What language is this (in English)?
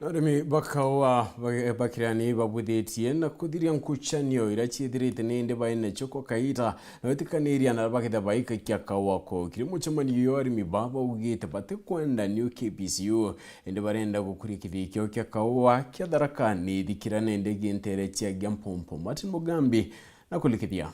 Meru